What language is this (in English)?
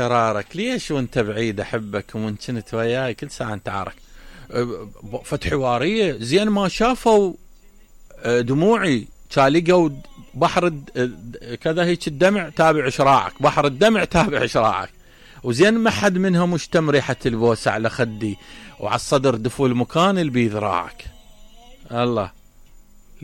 Mesopotamian Arabic